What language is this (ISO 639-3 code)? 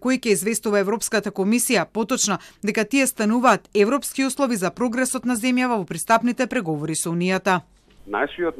mkd